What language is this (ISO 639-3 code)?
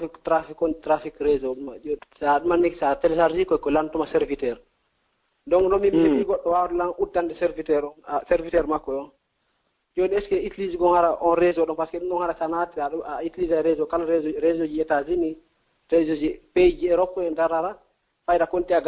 ful